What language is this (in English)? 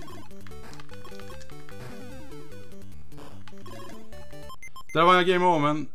Swedish